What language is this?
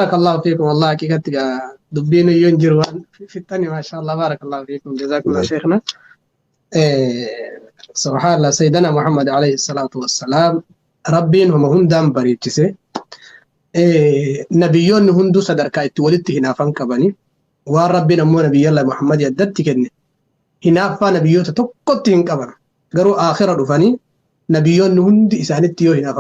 Oromo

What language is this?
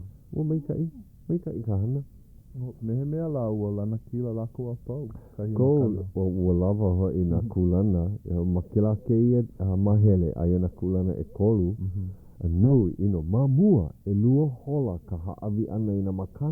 Hawaiian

